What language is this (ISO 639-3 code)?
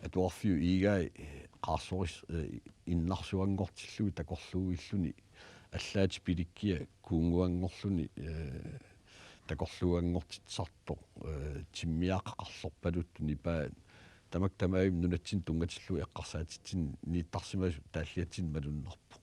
kal